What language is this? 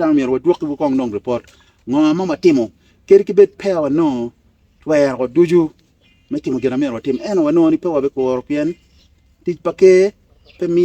Acoli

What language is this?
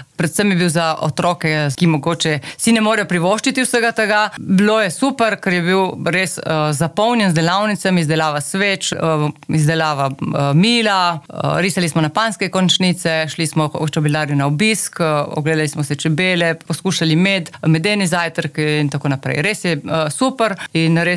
Slovenian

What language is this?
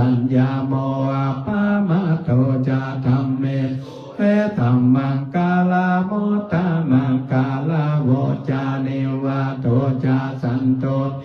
Pali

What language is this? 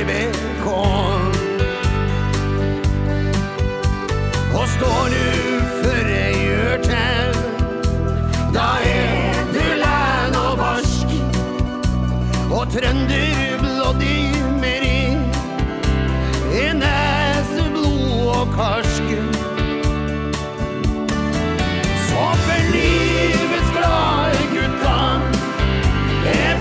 Norwegian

